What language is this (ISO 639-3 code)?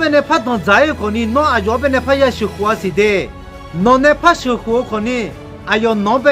ahk